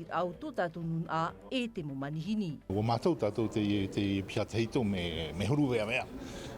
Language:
Tahitian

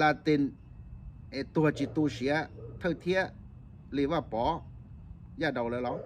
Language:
Hmong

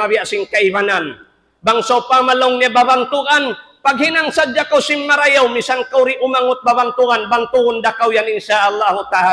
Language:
Tausug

